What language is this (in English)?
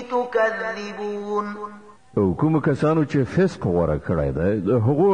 Pashto